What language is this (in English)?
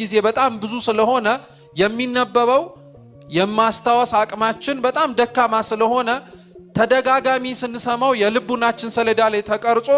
Amharic